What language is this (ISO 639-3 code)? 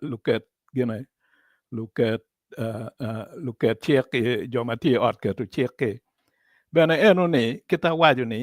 ach